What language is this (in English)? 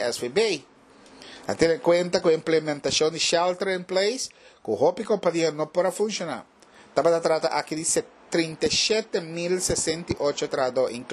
Papiamento